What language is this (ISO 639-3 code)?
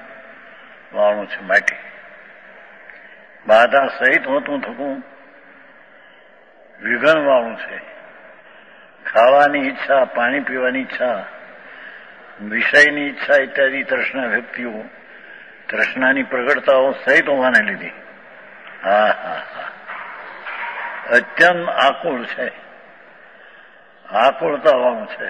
guj